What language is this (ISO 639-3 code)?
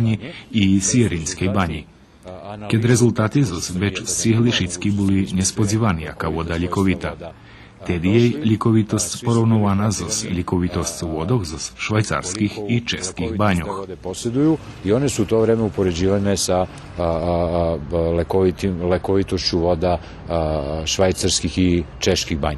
rue